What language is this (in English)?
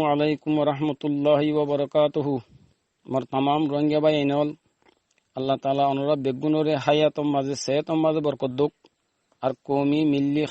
Rohingya